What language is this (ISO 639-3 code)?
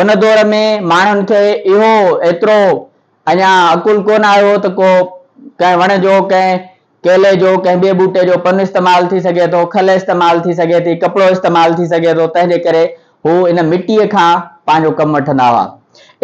snd